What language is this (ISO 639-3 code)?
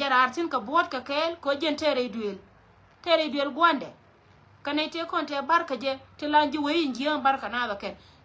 nus